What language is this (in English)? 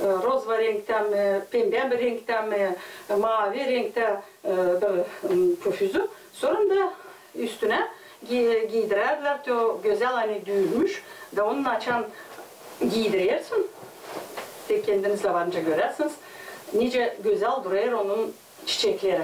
Gagauz